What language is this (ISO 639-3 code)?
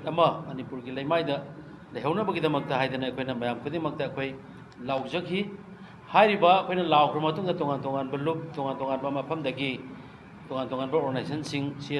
mni